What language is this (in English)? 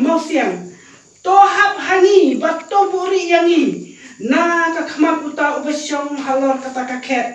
Khasi